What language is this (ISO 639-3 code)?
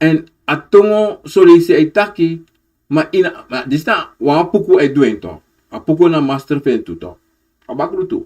srn